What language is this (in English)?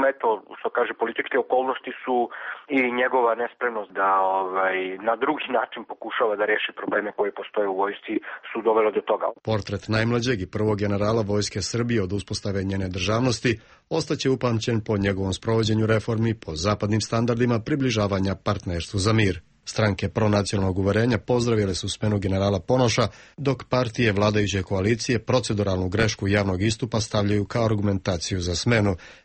Serbian